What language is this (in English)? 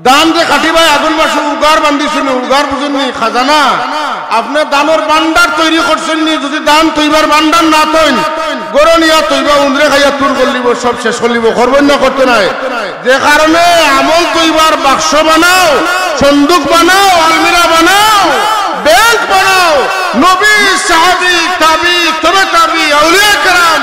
Sylheti